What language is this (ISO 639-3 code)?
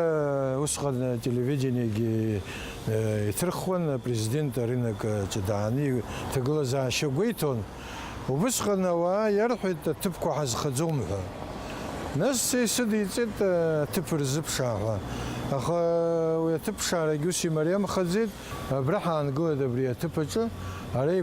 abk